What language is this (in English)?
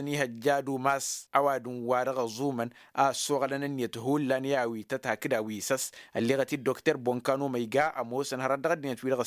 Tamasheq